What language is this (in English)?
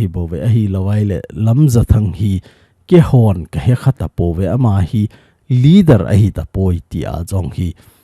Thado Chin